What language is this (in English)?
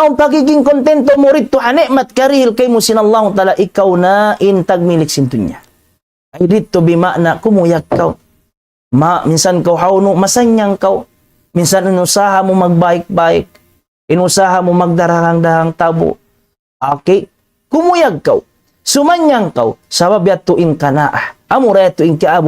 Tausug